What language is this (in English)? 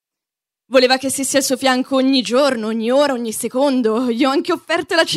Italian